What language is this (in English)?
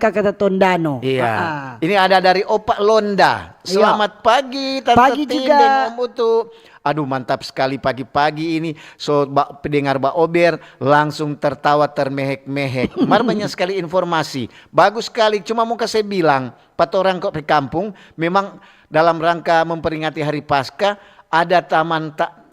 Manado Malay